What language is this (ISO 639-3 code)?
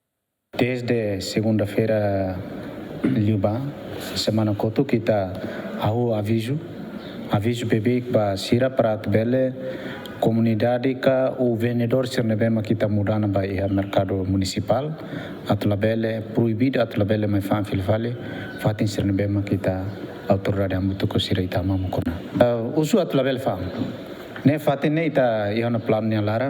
tet